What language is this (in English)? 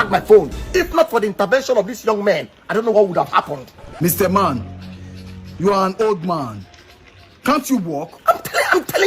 Nigerian Pidgin